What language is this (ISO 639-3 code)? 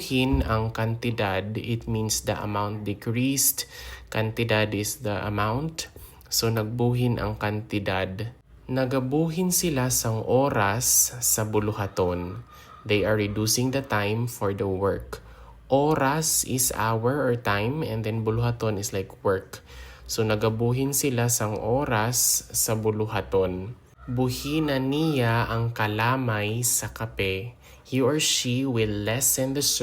hil